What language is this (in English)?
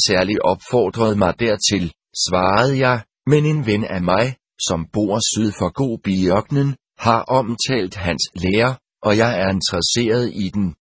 Danish